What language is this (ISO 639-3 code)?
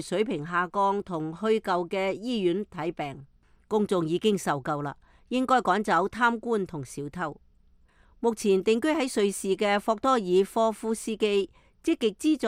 yue